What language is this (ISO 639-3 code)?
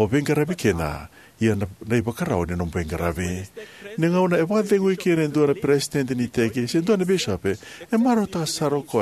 fij